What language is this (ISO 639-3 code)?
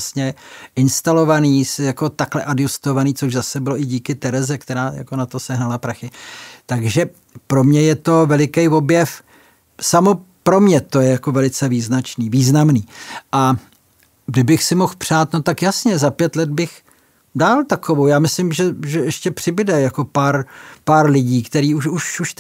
ces